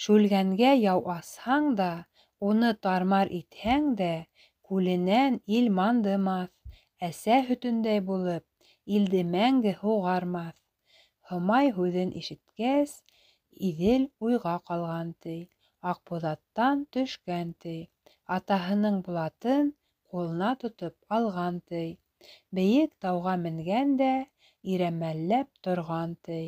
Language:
Bashkir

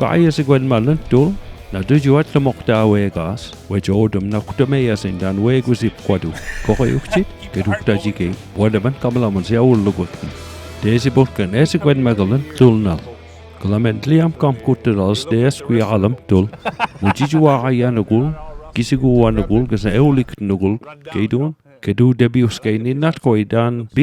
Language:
Mi'kmaw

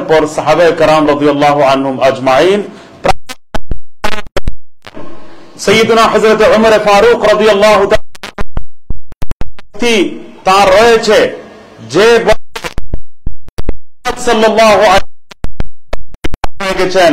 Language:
Bangla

